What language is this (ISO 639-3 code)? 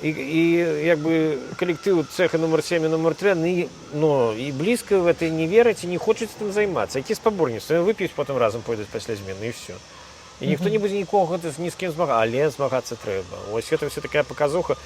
bel